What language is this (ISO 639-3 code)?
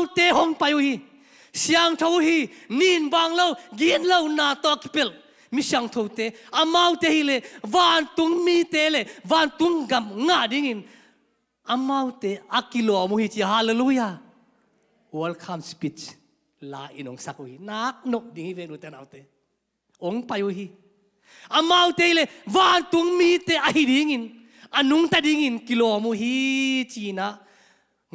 ctd